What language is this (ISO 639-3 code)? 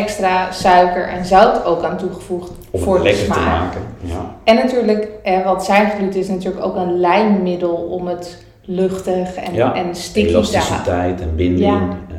nld